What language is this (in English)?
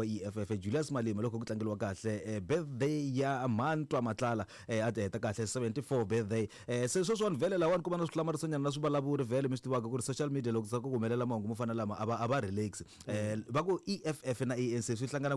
Tsonga